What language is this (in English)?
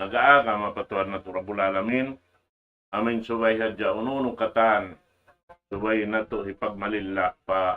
Tausug